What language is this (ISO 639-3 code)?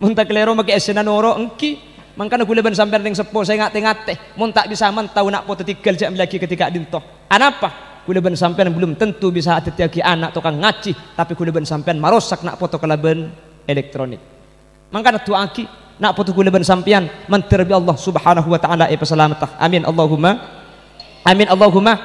mad